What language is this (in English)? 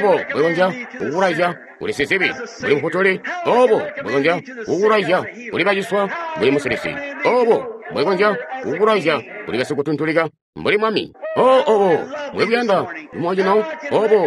Tonga (Zambia)